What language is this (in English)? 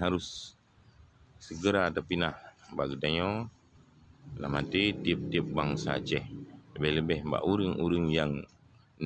Achinese